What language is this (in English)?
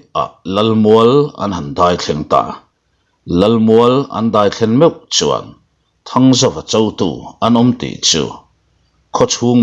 Mizo